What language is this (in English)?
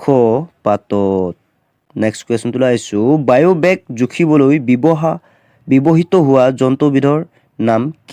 Assamese